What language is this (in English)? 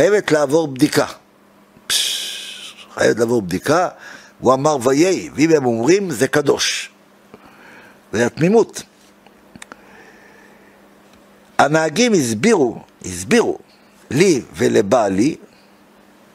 Hebrew